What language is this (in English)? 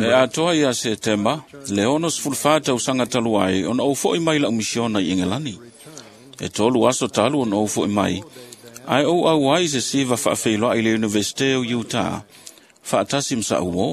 Samoan